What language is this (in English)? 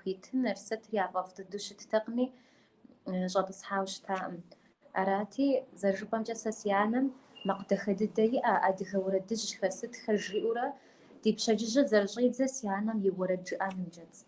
Kabardian